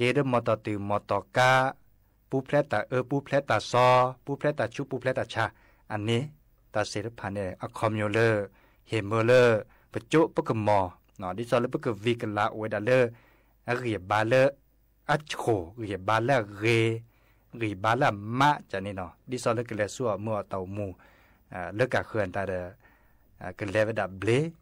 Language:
S'gaw Karen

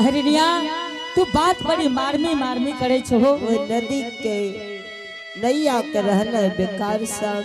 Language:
Angika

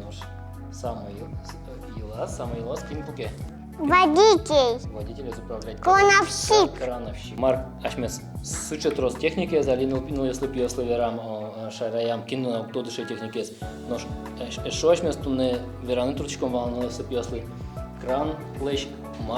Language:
Udmurt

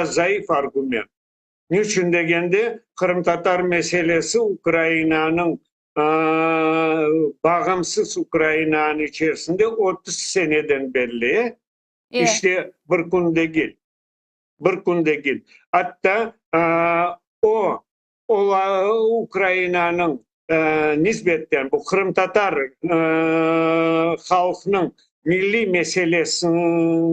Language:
Crimean Tatar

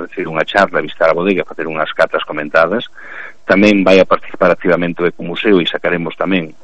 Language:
Galician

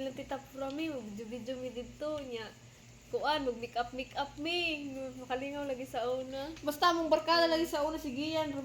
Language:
Cebuano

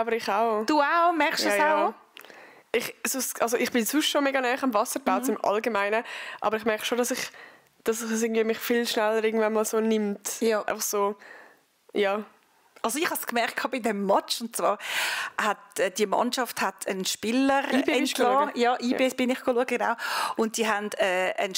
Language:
Swiss German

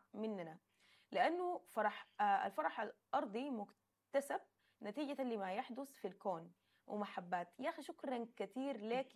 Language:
Sudanese Arabic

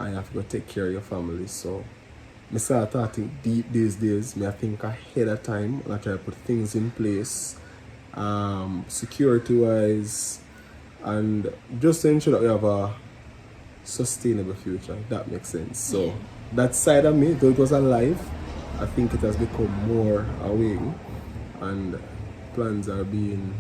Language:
Jamaican Creole English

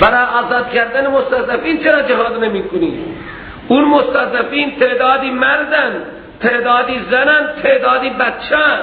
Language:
Persian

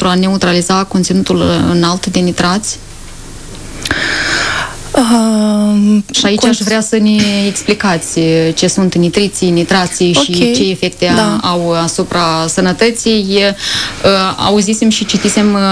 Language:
Romanian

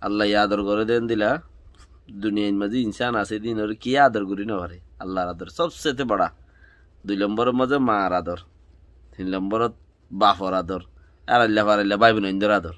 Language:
Rohingya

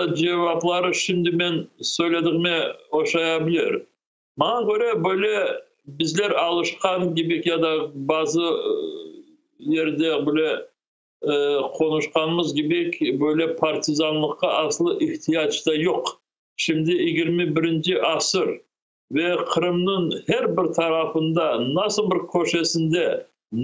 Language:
Crimean Tatar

